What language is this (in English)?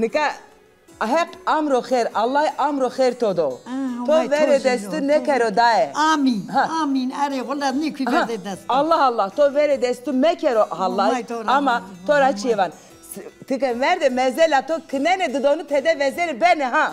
Zaza